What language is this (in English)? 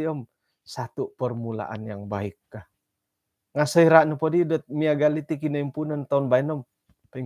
Central Dusun